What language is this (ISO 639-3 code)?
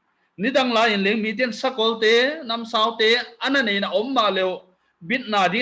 pck